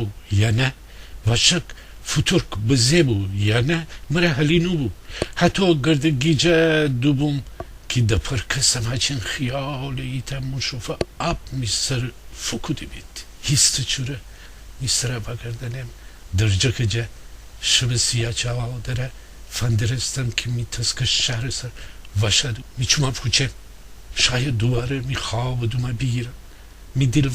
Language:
Gilaki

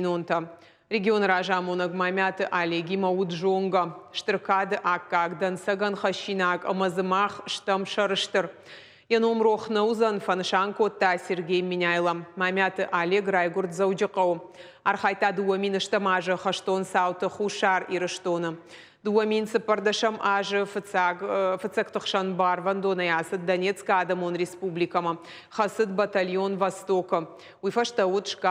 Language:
Ossetic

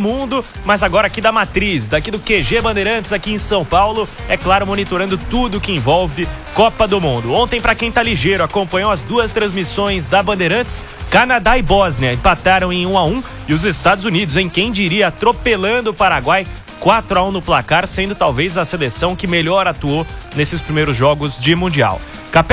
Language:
Portuguese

